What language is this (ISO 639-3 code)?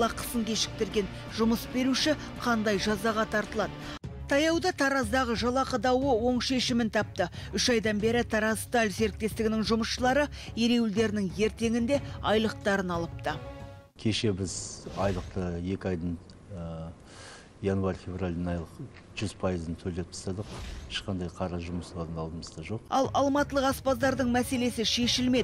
kaz